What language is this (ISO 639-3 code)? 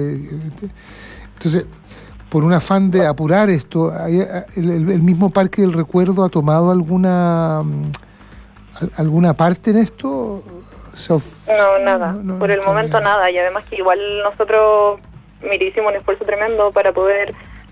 spa